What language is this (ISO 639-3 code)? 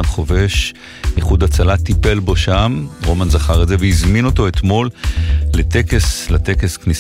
heb